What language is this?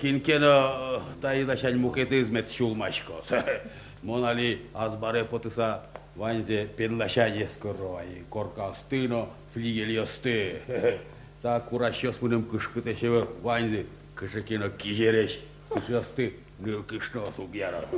Udmurt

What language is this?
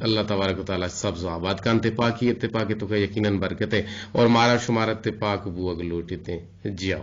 Eastern Balochi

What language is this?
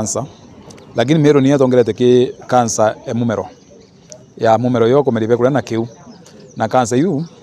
Meru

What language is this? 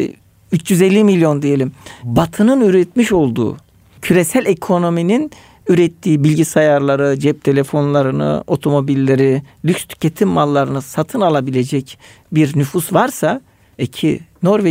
Turkish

